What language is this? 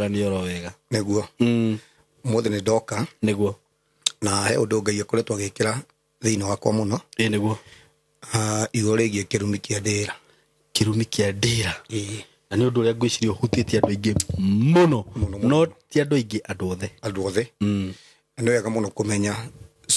Kikuyu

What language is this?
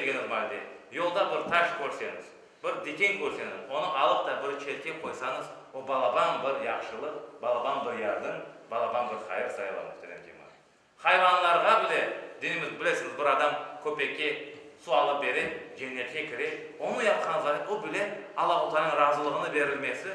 Crimean Tatar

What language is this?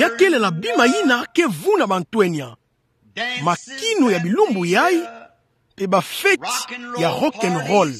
Kituba (Democratic Republic of Congo)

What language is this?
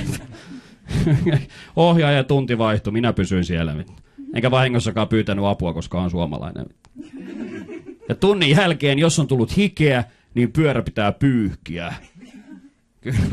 Finnish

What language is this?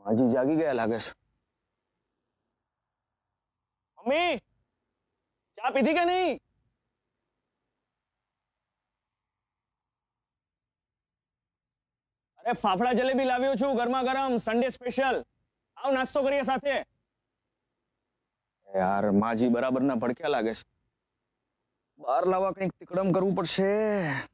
Gujarati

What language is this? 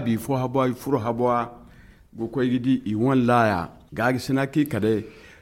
Zarma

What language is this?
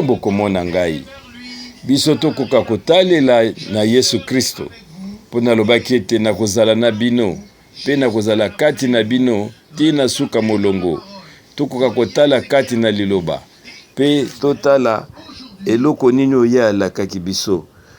Lingala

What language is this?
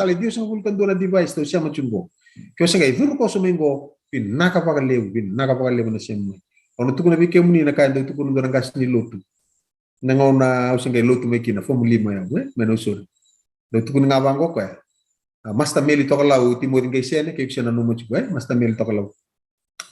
Fijian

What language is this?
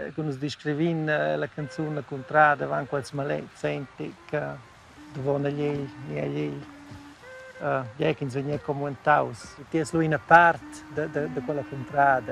Romansh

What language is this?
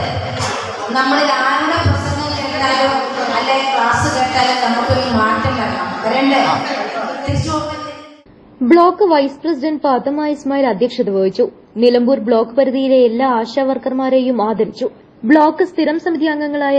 Malayalam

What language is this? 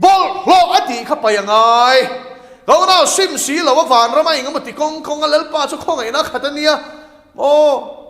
Mizo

